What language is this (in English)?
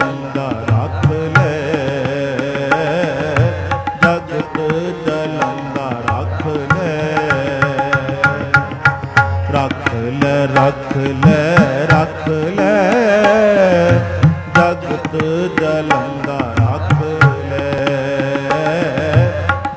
Punjabi